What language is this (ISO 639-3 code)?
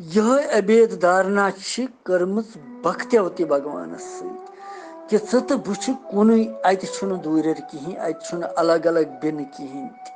kas